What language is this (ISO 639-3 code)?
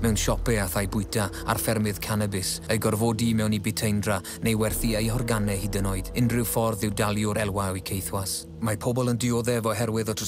cym